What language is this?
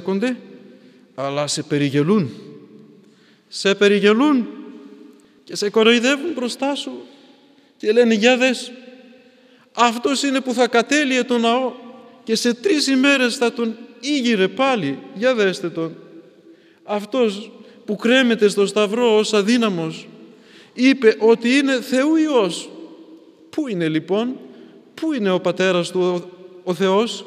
Greek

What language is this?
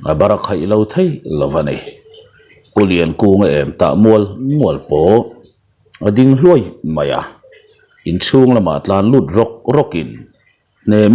Mizo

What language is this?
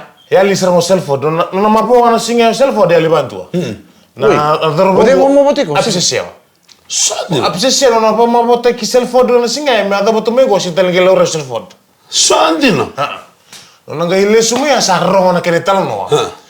Fijian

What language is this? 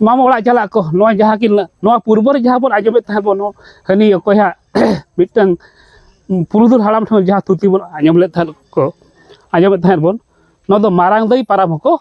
Santali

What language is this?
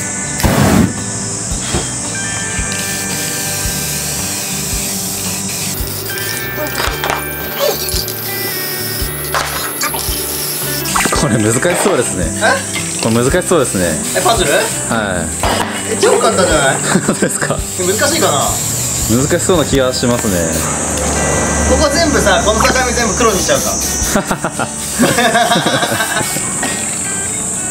Japanese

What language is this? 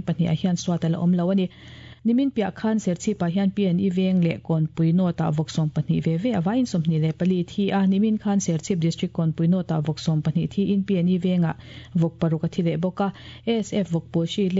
Mizo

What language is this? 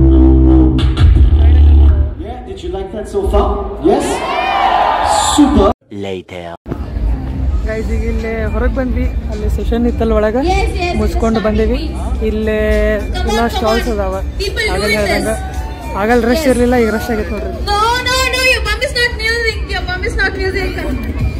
Kannada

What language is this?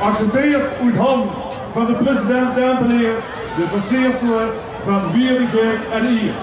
Limburgish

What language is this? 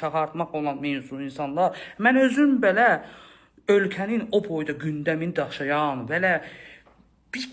Azerbaijani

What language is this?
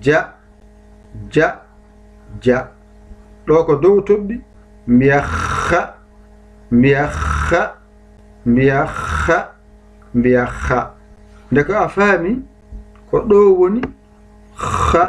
Fula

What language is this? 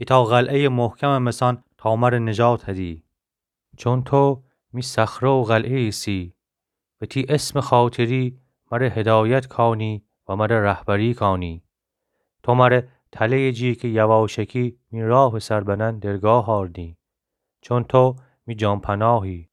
Gilaki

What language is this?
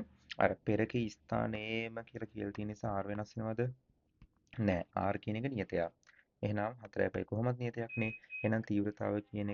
Sinhala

